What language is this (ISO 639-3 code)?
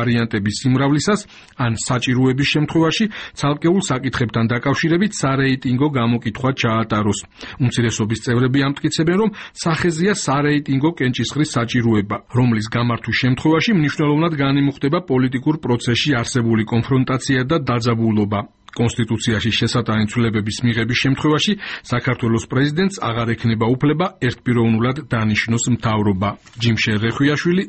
kat